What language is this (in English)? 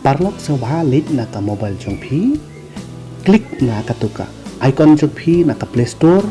Khasi